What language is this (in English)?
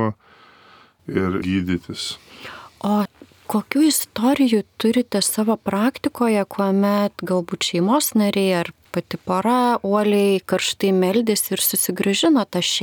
Lithuanian